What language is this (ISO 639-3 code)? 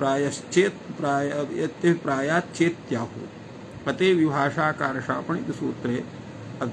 san